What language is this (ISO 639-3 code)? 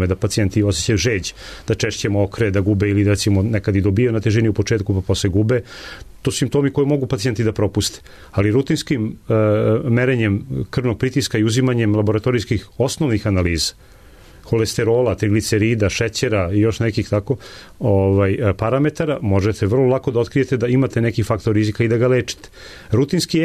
srp